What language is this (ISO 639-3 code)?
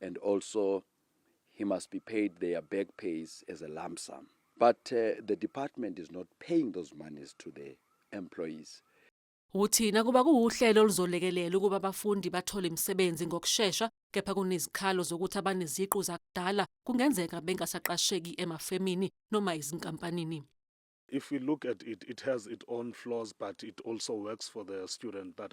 zul